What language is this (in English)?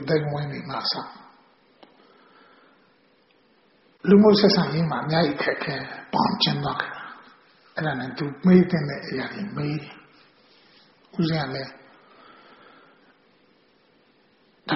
Burmese